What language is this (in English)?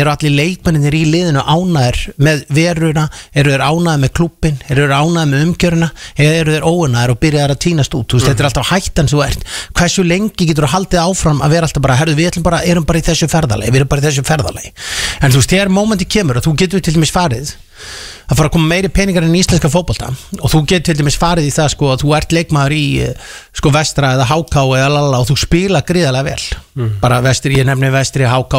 Icelandic